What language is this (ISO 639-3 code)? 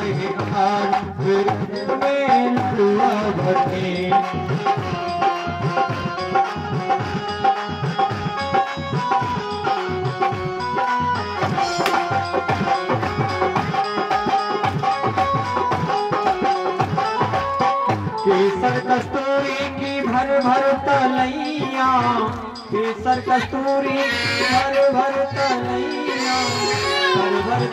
hin